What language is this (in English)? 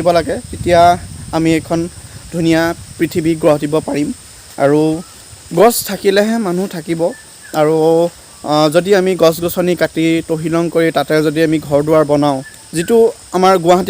Assamese